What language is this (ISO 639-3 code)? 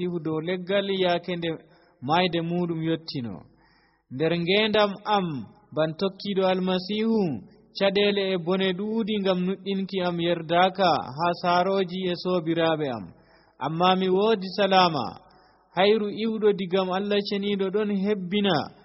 fuv